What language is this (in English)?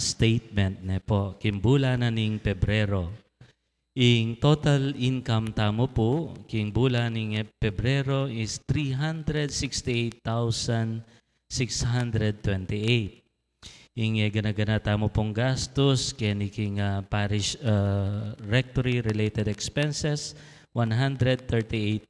Pampanga